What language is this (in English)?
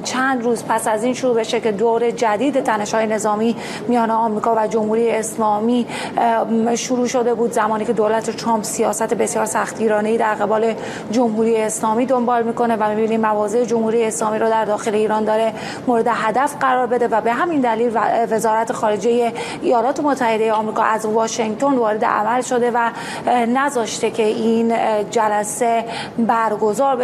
Persian